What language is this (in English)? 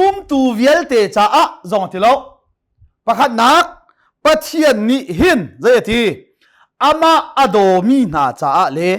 Hakha Chin